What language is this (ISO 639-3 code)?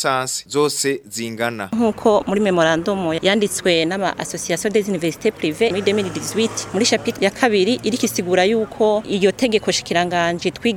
run